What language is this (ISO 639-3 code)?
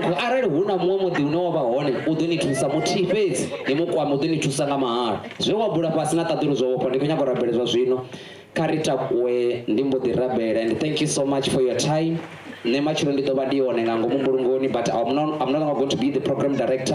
ven